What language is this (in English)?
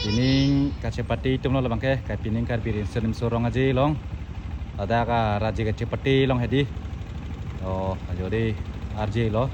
Karbi